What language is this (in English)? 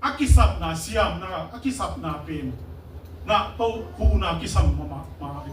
Tedim Chin